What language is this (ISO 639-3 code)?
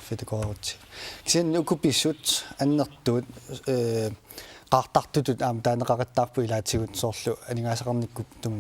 kal